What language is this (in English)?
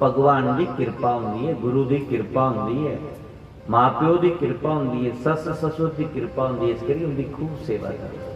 Dogri